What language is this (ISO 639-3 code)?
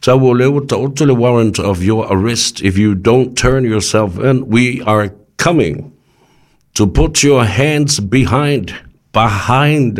smo